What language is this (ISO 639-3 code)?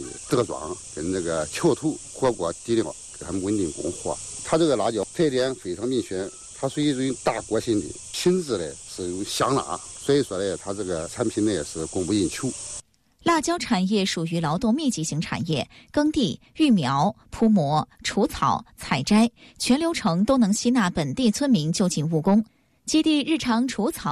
zho